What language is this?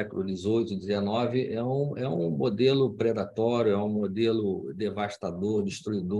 Portuguese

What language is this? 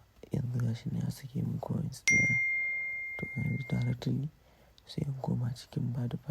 Hausa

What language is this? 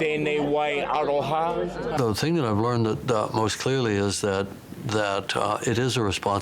Māori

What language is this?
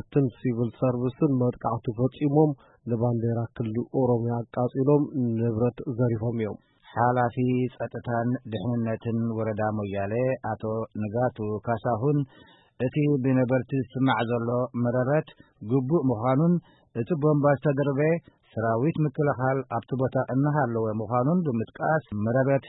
Tigrinya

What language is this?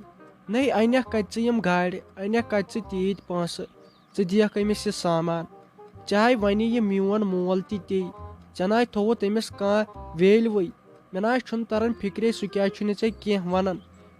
Kashmiri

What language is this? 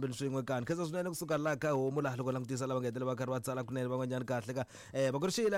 Tsonga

